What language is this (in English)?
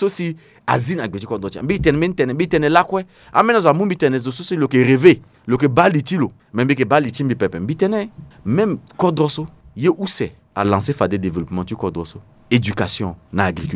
Sango